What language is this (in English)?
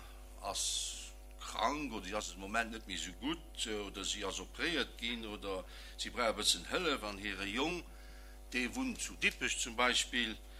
Luxembourgish